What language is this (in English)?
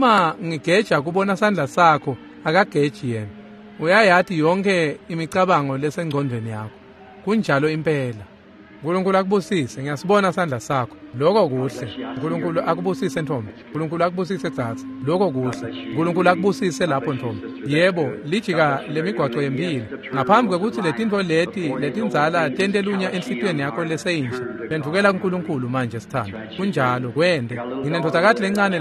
Swati